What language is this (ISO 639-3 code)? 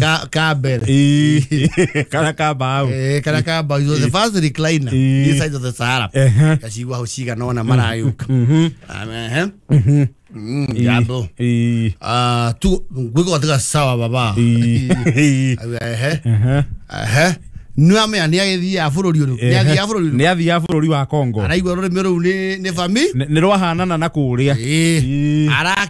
kik